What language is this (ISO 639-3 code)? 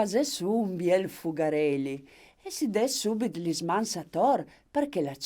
fur